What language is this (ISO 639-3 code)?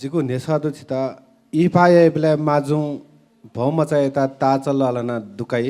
new